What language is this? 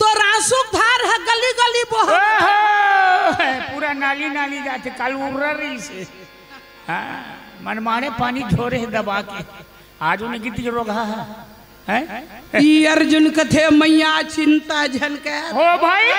Chhattisgarhi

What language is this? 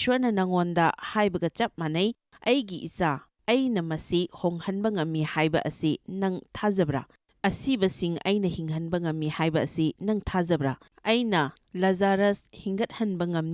Manipuri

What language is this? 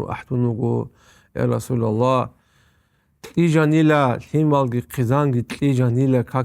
Avaric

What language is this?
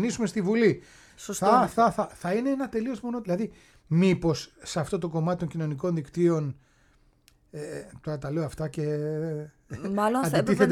Greek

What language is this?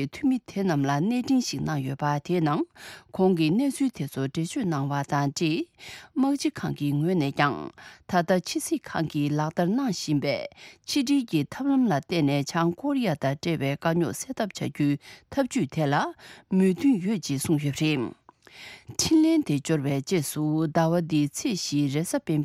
Tibetan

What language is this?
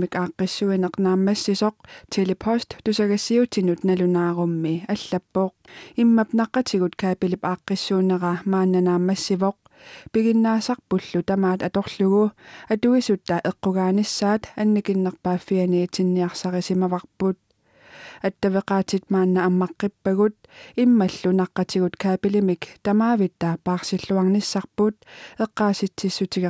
Kalaallisut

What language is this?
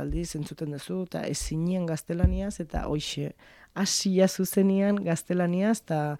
Basque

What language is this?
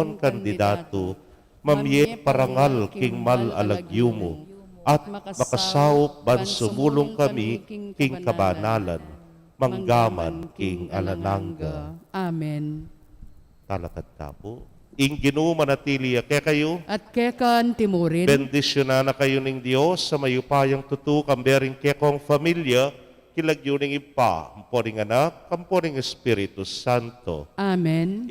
Pampanga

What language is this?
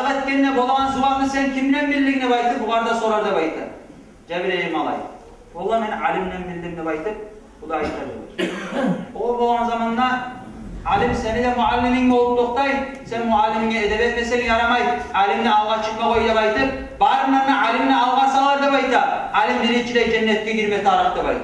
Kumyk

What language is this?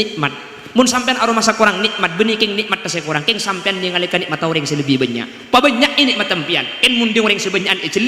Madurese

